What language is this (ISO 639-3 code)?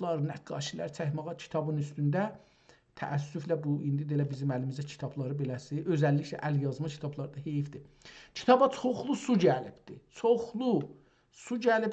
azb